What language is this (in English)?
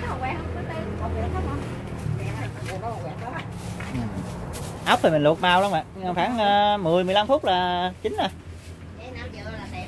Vietnamese